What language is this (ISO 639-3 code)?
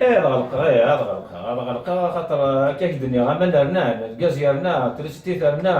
kab